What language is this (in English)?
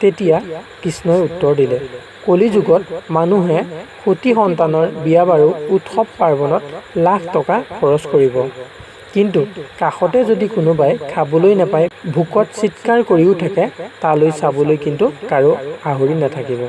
Assamese